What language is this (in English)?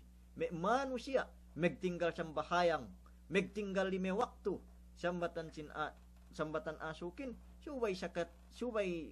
Yakan